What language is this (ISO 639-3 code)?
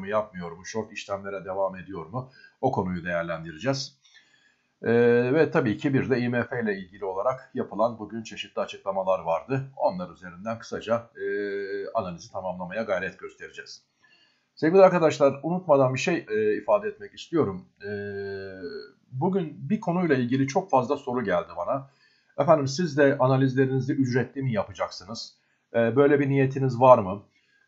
tur